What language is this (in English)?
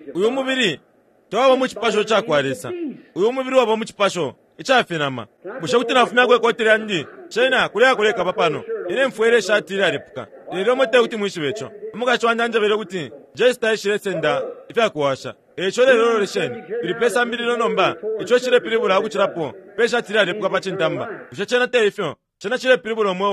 Bemba